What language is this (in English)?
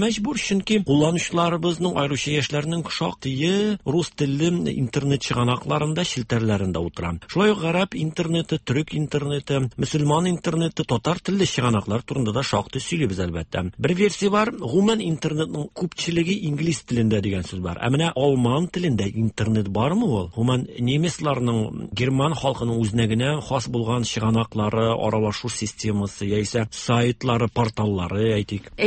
Tatar